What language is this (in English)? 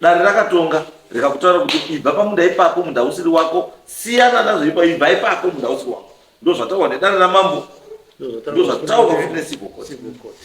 Shona